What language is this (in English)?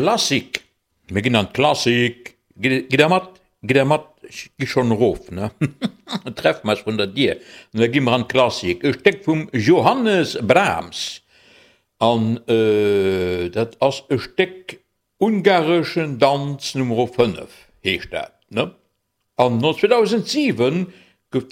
Luxembourgish